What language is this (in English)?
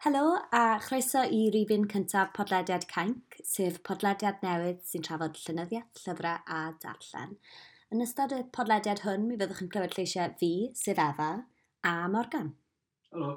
Welsh